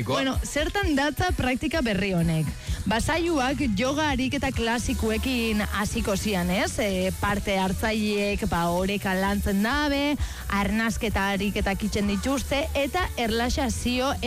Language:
Basque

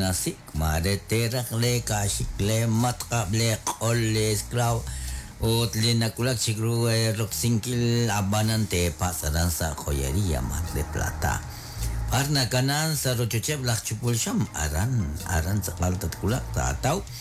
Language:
Kekchí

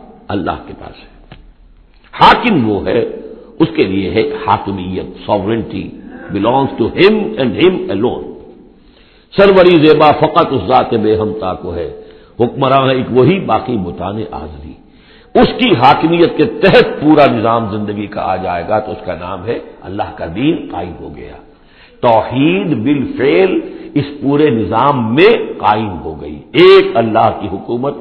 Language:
Urdu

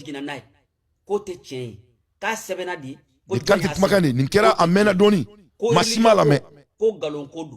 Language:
Bambara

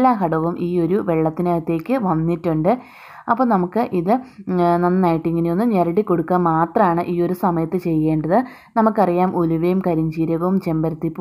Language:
Malayalam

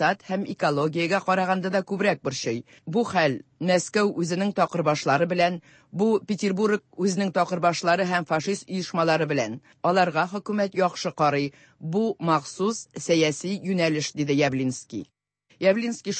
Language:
Tatar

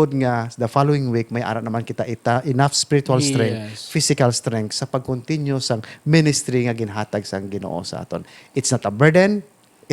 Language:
Hiligaynon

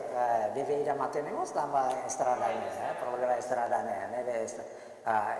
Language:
Tetum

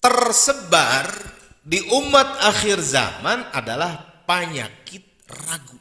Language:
Sundanese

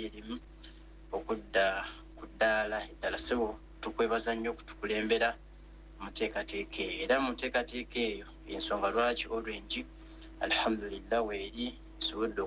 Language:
Ganda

